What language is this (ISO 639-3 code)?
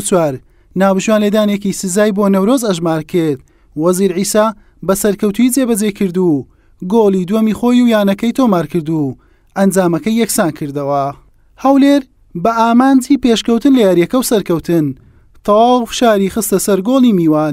ckb